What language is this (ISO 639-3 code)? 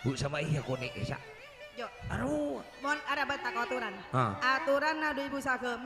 mad